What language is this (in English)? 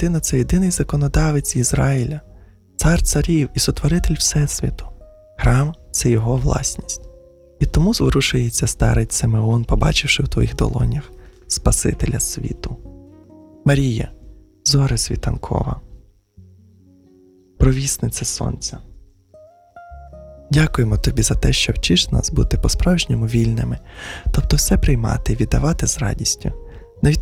Ukrainian